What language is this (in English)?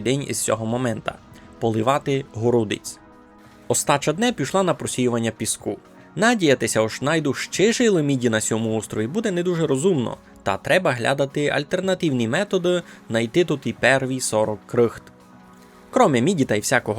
Rusyn